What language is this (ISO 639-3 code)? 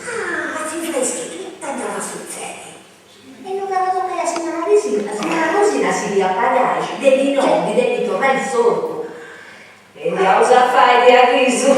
srd